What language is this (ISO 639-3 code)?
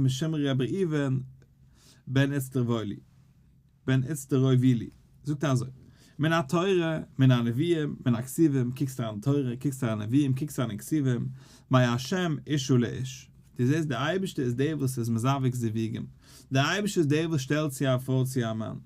yid